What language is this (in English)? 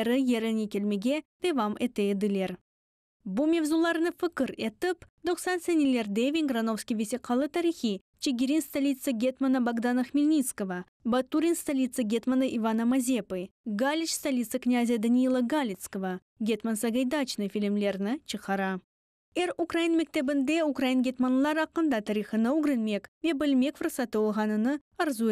Crimean Tatar